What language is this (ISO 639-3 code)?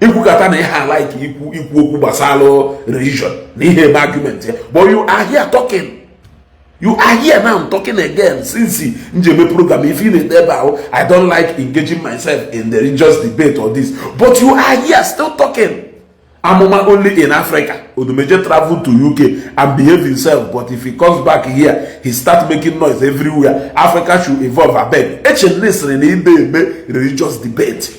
ibo